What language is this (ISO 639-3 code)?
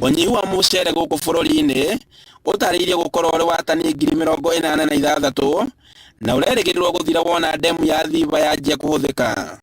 kik